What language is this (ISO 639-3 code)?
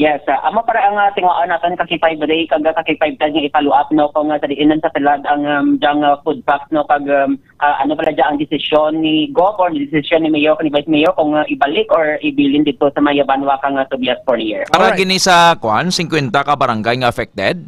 hil